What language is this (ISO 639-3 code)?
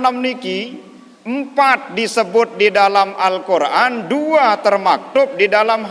sas